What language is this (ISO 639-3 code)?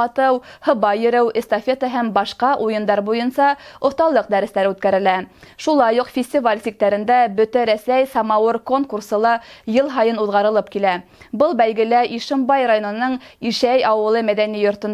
bak